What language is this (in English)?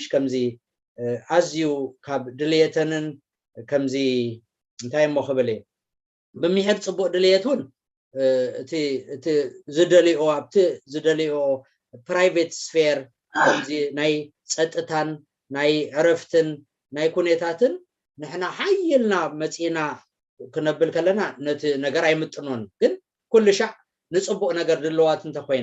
Tigrinya